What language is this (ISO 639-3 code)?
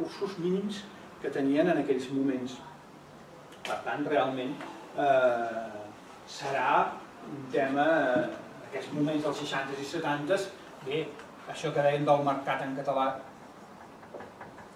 cat